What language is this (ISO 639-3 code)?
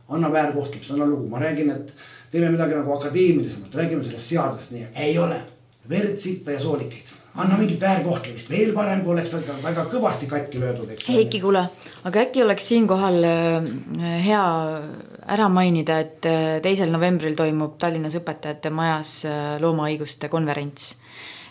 est